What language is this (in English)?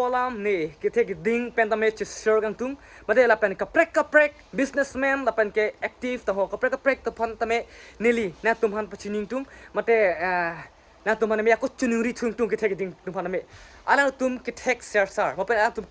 Karbi